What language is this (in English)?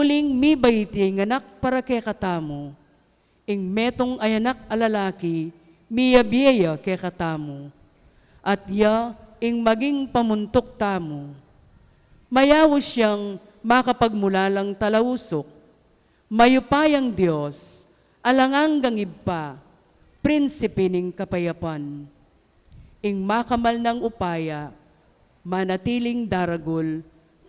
Pampanga